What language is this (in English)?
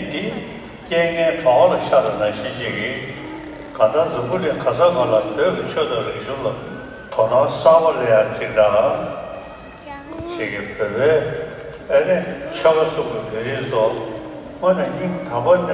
Tibetan